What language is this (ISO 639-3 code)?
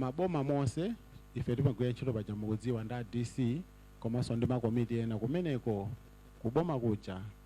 nya